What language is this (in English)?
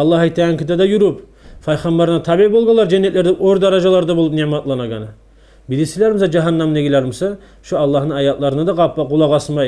Kumyk